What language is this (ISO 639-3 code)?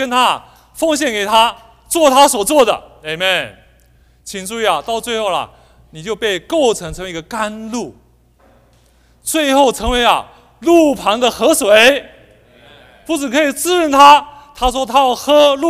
zho